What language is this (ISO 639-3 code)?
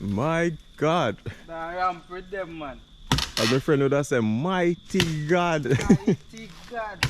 jam